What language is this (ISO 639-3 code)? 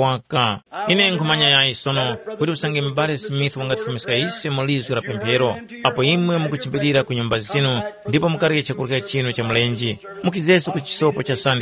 tum